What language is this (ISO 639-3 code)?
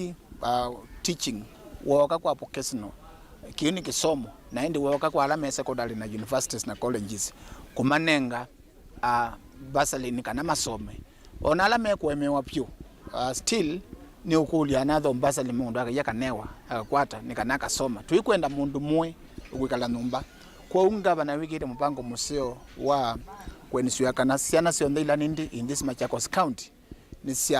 kam